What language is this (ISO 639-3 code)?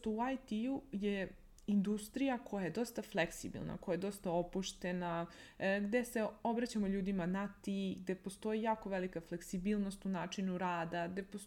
srp